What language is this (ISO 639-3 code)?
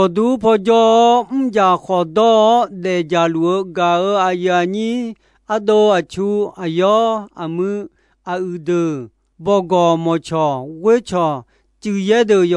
ahk